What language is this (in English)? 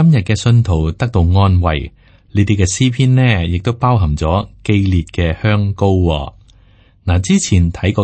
Cantonese